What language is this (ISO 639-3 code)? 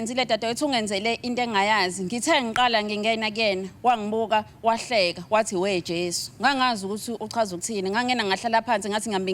zul